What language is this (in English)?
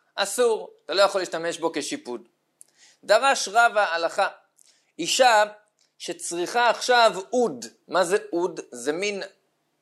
Hebrew